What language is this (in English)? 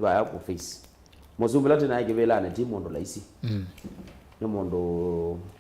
Kamba